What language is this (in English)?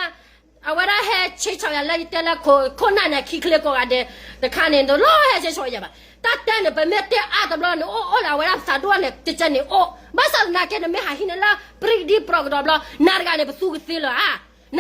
S'gaw Karen